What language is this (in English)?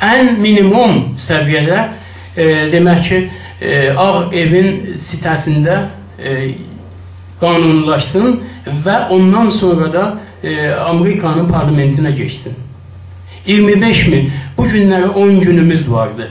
South Azerbaijani